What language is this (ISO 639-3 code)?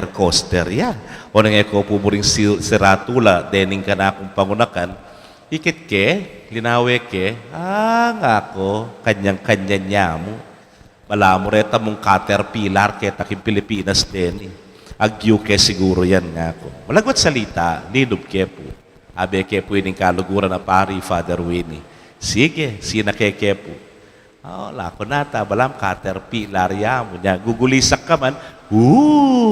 pam